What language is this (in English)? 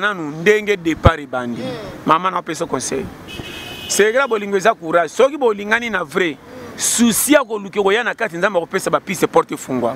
Lingala